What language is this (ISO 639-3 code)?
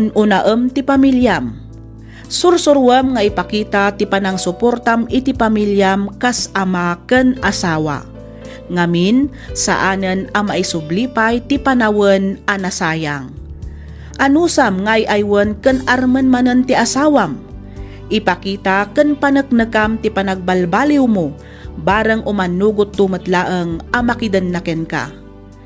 ilo